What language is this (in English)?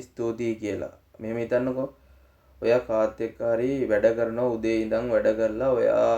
Sinhala